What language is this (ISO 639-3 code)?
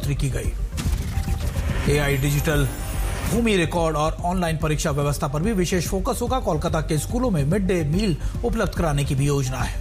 hin